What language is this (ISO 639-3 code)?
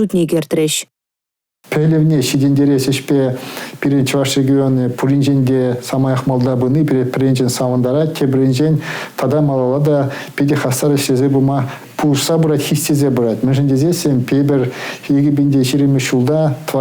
chv